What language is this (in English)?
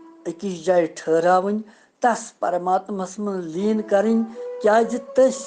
Kashmiri